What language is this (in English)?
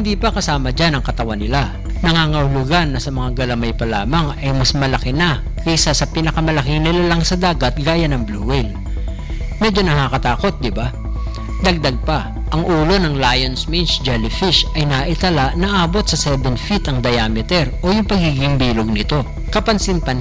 Filipino